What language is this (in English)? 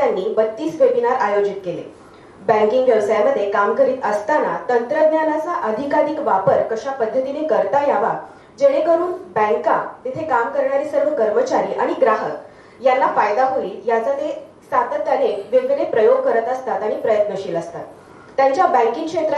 Marathi